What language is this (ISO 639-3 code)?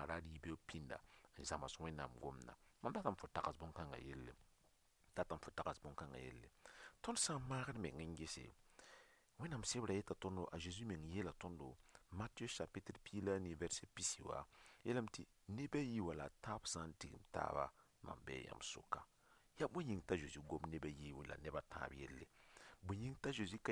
mos